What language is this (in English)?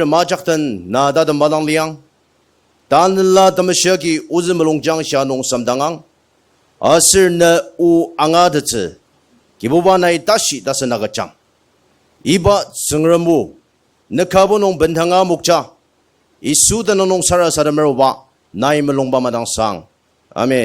Ao Naga